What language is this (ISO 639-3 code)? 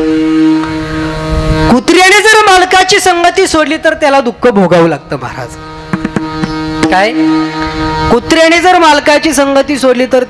mar